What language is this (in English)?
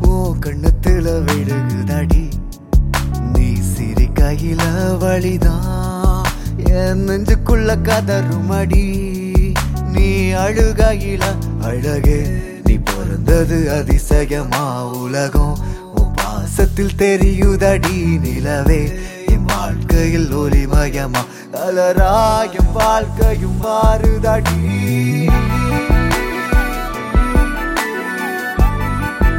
Tamil